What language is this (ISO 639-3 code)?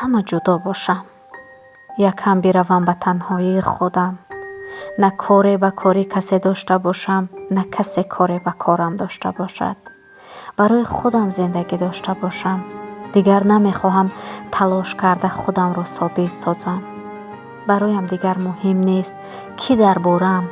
tgk